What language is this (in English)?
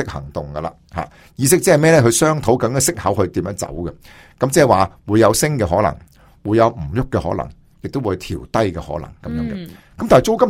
Cantonese